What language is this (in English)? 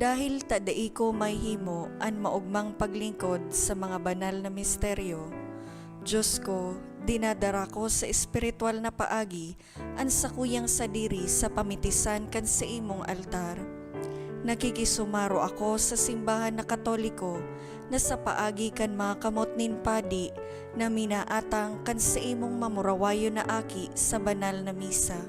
Bikol